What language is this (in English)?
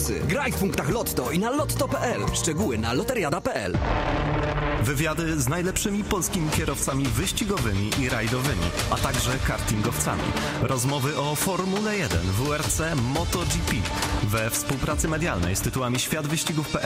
Polish